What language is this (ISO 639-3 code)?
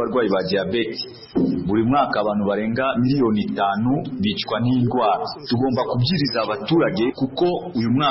kin